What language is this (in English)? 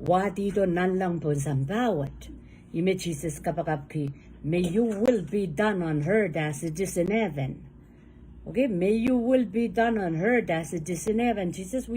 Pohnpeian